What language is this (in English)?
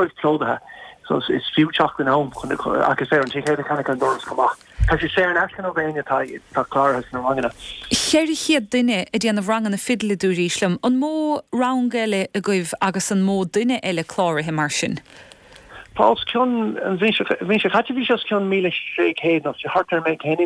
Irish